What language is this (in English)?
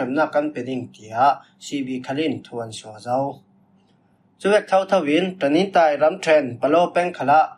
Falam Chin